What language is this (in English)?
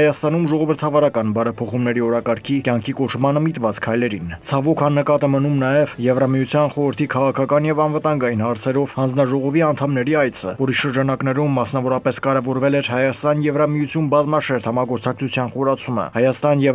Armenian